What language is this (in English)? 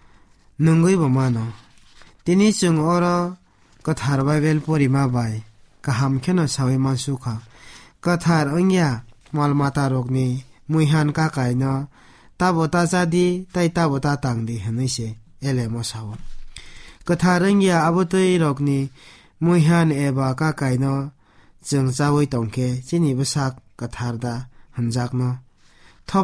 Kok Borok